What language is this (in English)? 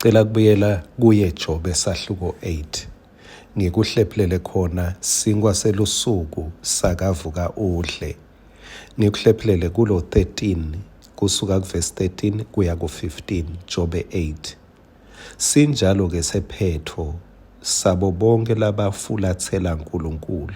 Swati